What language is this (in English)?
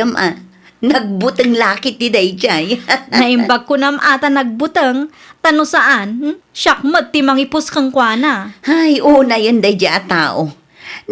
Iloko